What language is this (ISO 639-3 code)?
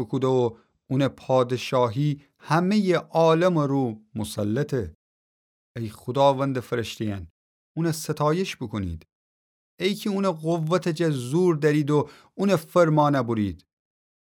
glk